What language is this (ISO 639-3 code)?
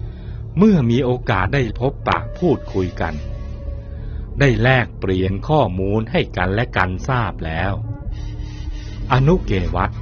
tha